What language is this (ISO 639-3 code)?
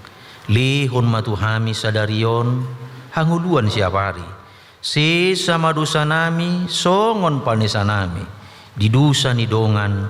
bbc